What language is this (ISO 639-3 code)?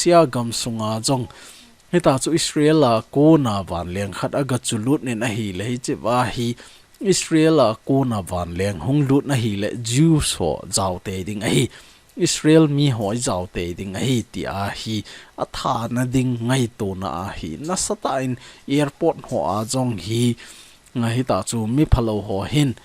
tcz